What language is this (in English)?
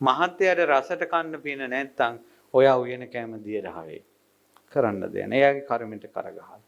Sinhala